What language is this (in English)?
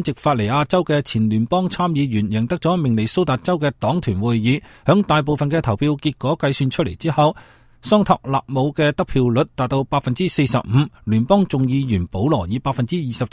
Cantonese